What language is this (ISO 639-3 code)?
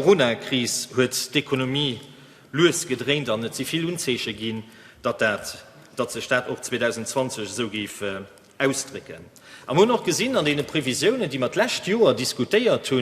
ltz